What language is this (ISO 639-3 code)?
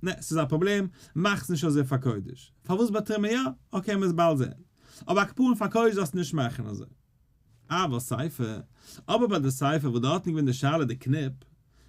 yid